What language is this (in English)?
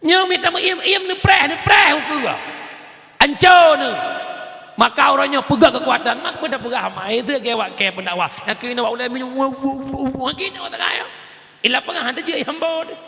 Achinese